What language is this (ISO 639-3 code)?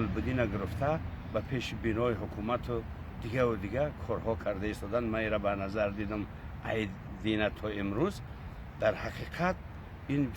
tgk